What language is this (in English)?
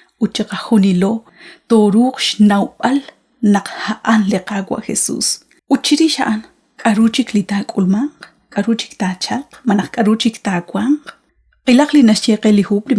Kekchí